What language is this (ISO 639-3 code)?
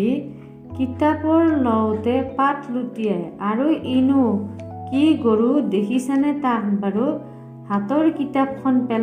asm